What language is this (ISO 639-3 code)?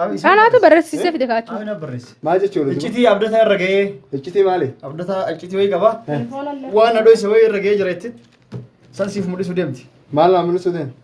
orm